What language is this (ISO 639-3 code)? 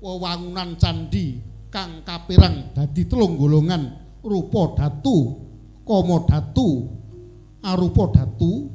jav